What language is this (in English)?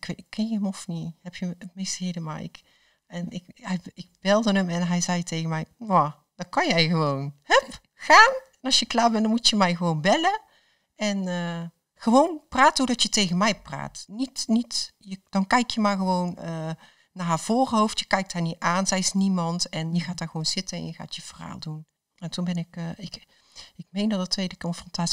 Dutch